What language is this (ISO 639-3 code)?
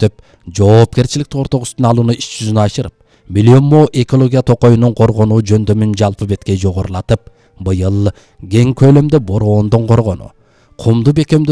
kir